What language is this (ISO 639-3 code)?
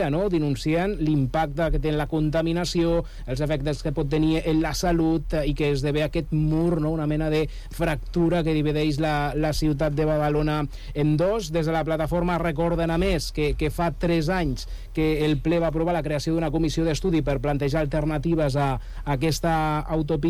cat